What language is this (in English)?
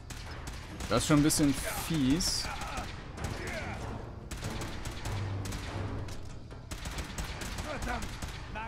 German